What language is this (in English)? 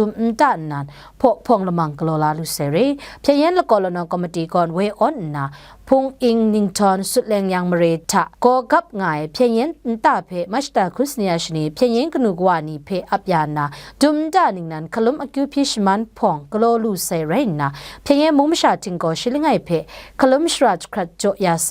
Kachin